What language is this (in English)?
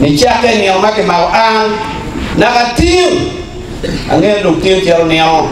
Acoli